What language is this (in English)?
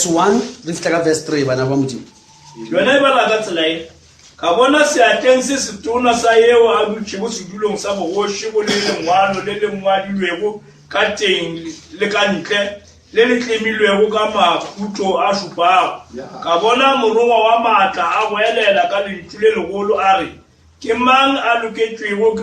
Northern Sotho